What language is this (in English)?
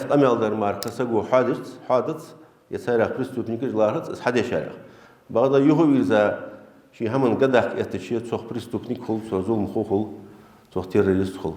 Ingush